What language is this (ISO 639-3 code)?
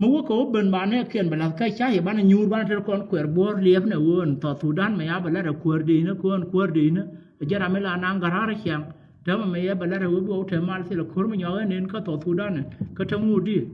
nus